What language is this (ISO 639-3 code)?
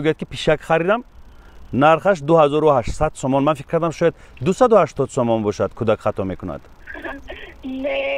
tgk